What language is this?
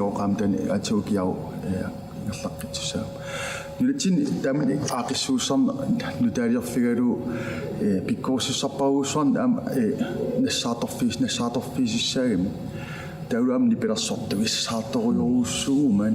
Kalaallisut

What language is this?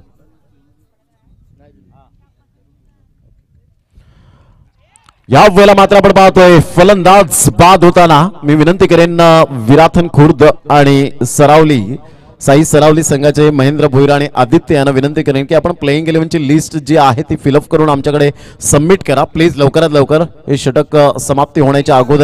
Marathi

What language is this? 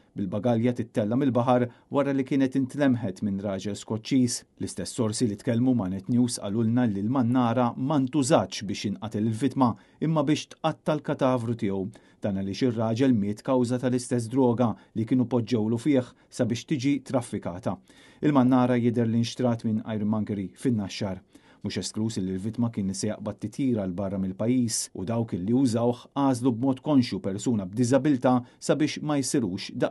Maltese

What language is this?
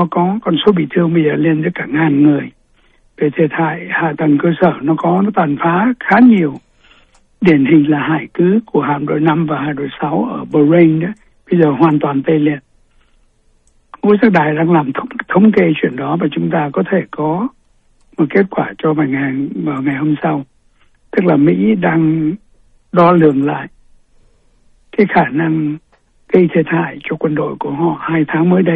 Vietnamese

